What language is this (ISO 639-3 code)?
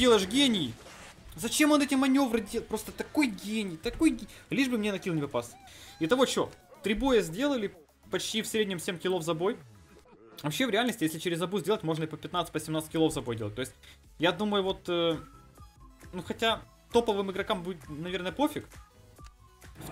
rus